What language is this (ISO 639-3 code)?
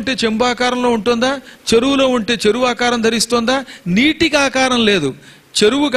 tel